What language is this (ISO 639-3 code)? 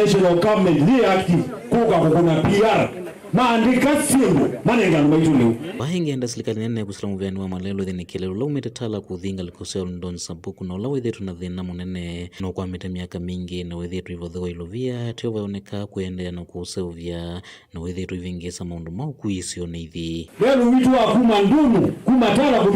kam